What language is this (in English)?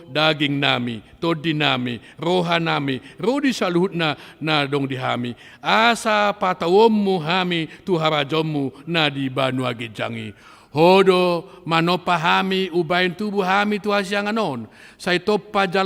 Batak Toba